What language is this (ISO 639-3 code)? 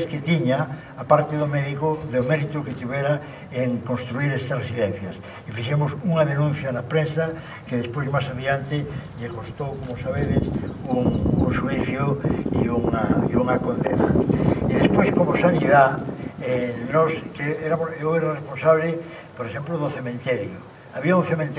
glg